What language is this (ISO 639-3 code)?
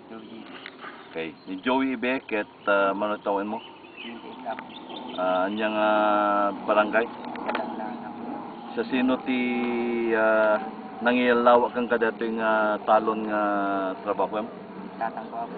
ilo